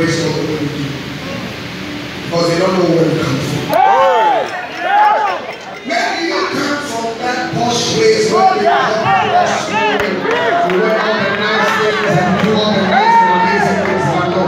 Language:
English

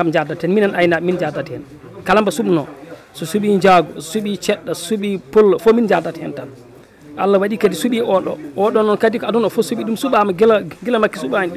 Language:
Fula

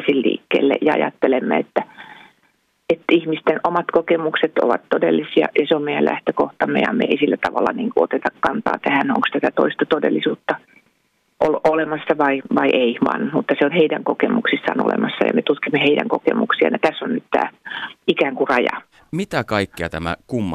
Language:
Finnish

